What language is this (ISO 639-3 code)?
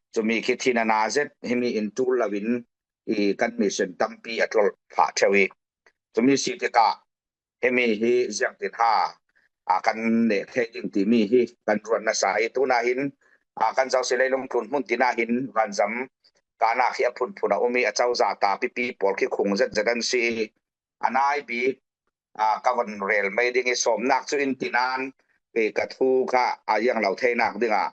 cfm